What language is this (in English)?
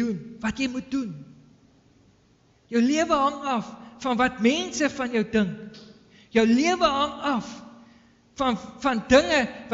Afrikaans